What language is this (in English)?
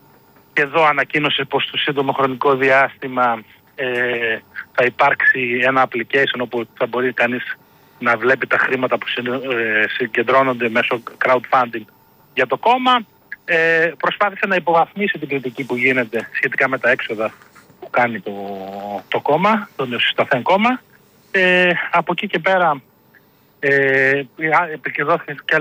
Greek